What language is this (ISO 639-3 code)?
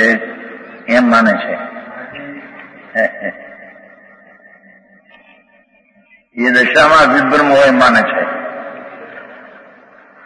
guj